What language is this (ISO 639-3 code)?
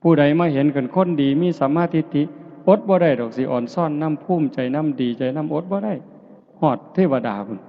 lao